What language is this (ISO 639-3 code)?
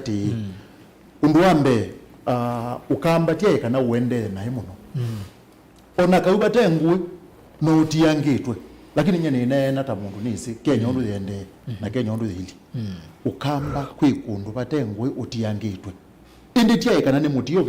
kam